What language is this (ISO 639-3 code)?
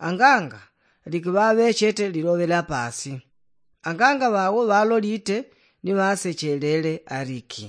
yao